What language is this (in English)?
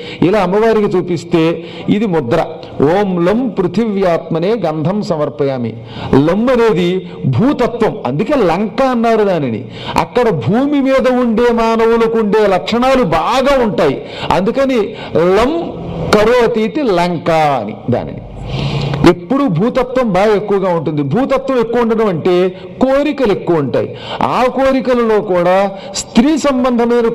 Telugu